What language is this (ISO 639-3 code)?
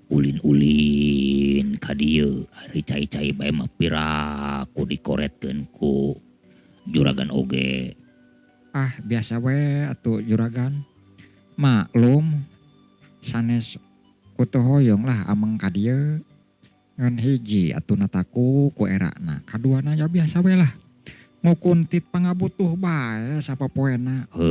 sun